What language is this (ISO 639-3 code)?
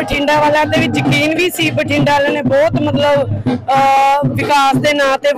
pan